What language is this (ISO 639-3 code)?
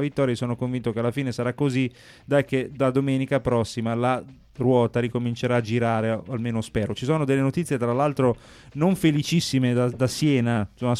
ita